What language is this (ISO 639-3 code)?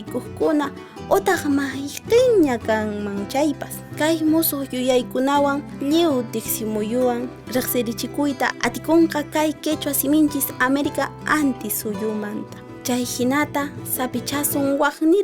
que